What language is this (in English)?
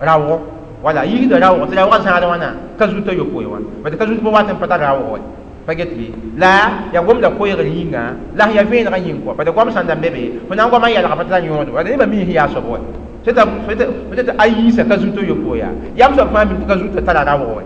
Mossi